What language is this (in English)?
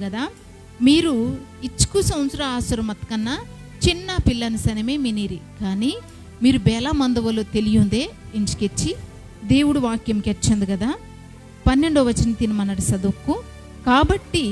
Koya